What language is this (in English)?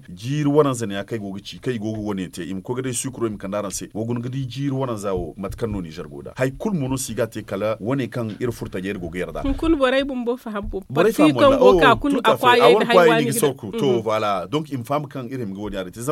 Zarma